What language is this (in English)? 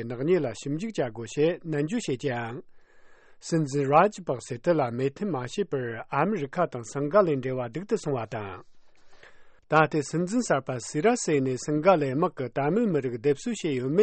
Tibetan